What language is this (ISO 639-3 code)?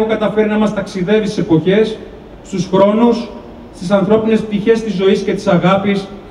ell